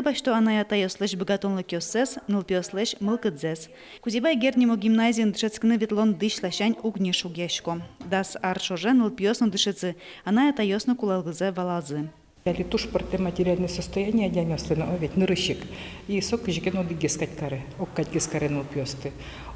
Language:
Udmurt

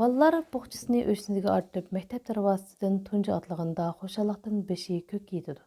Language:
Uyghur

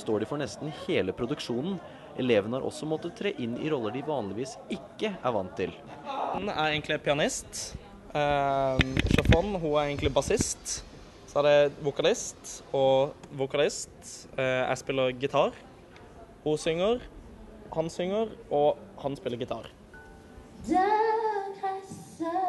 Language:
Norwegian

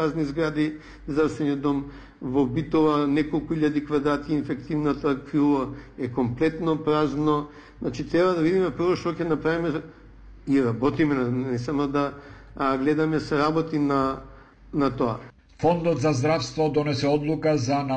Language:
Macedonian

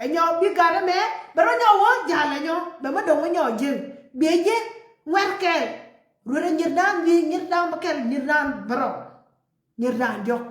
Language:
Nuer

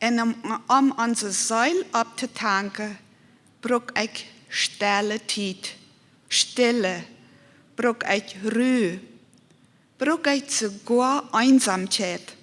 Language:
Plautdietsch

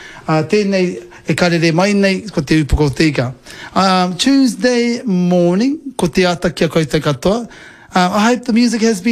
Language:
Māori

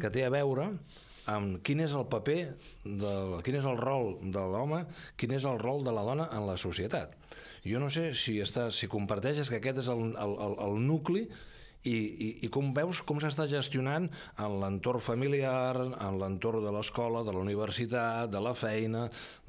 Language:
Catalan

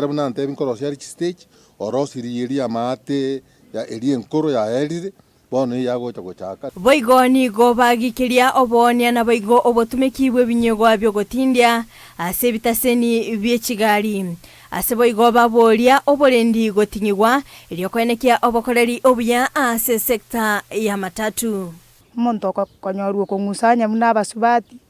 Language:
Gusii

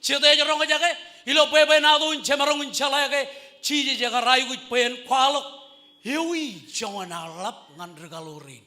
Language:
Marshallese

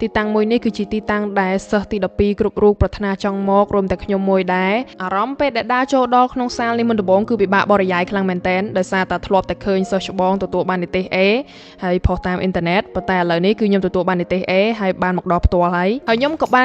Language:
Khmer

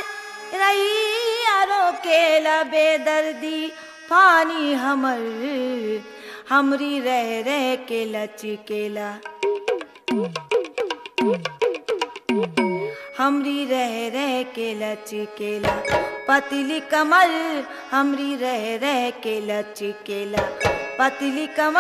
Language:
Bhojpuri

